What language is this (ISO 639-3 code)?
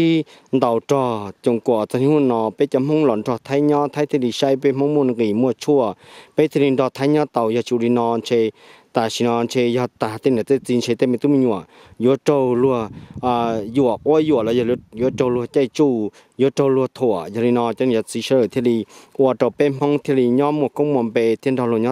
hmn